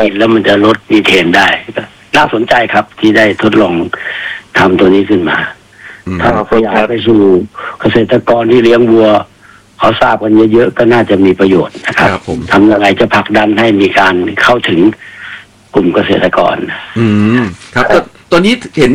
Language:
Thai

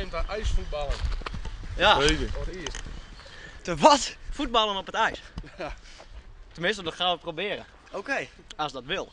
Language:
Western Frisian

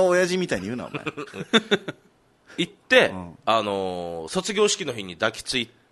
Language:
Japanese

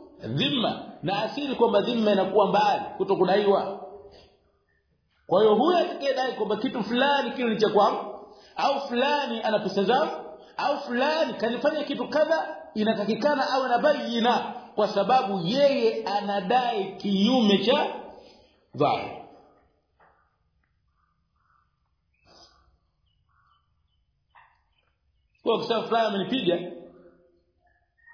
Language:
Swahili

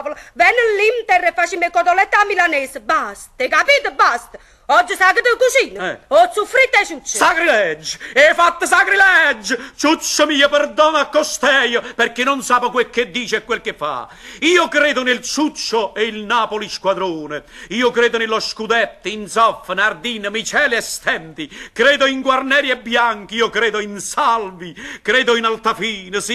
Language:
Neapolitan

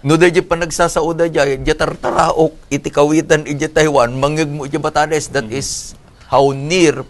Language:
Iloko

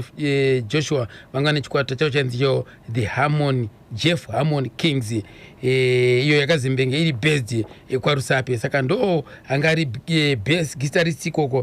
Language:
Shona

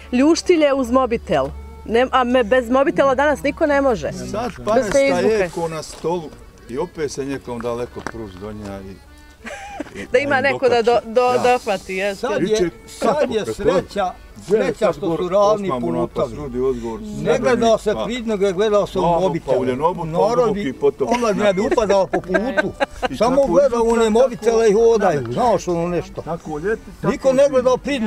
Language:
Bosnian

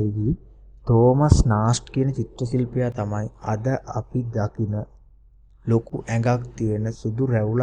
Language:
Sinhala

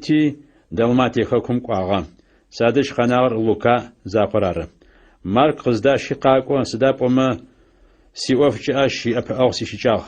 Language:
Adyghe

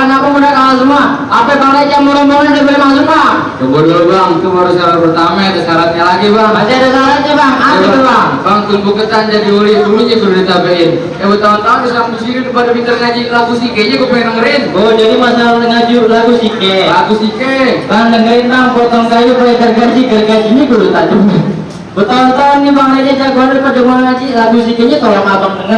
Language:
Betawi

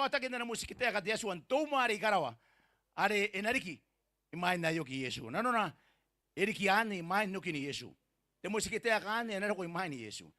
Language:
Gilbertese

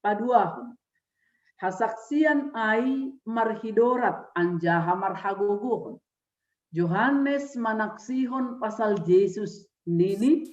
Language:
Batak Simalungun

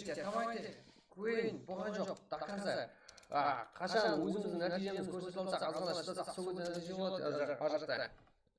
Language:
Kara-Kalpak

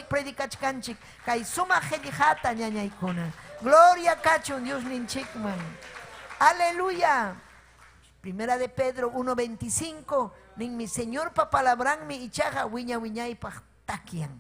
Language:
Ayacucho Quechua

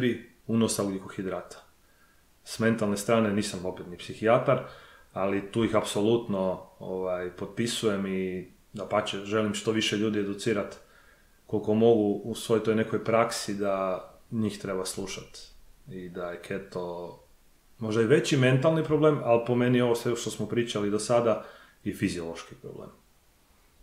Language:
Croatian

